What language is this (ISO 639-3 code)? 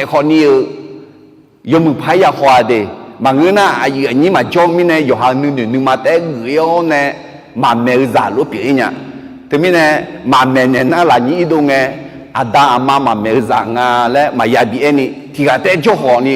ahk